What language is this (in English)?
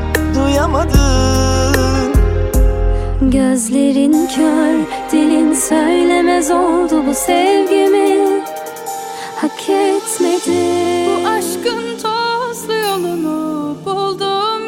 Turkish